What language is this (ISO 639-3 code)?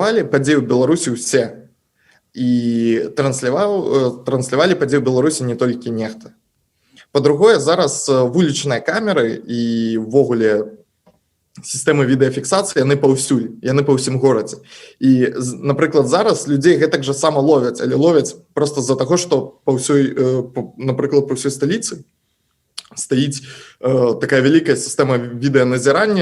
bel